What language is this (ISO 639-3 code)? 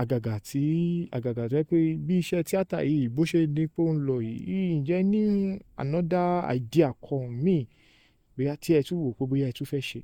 yor